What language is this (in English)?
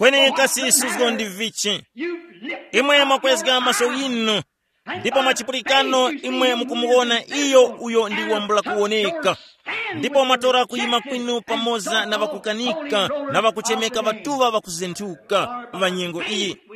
Tumbuka